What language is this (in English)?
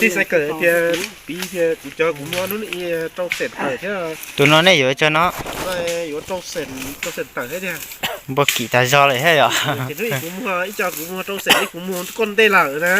Hmong